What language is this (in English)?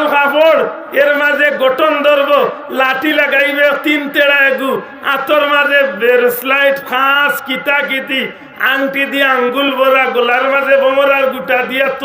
Sylheti